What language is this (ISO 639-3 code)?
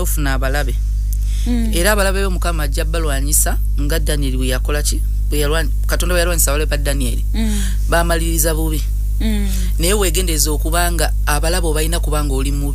lug